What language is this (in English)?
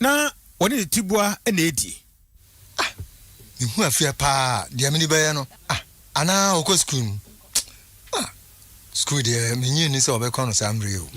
Akan